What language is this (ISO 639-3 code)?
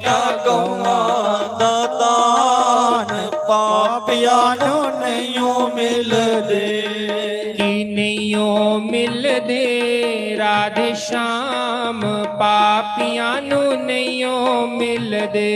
doi